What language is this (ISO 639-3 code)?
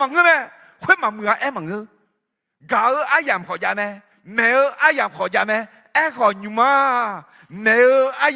ahk